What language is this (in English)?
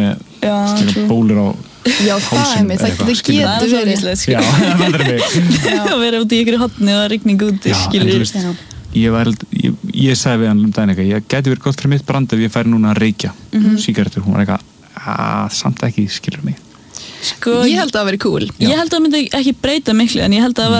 Icelandic